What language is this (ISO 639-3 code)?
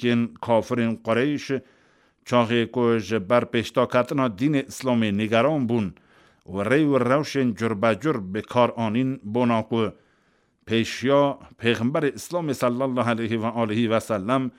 kur